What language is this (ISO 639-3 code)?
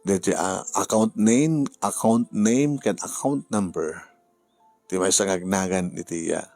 ilo